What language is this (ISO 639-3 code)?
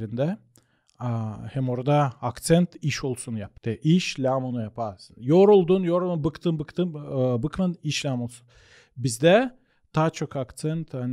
gag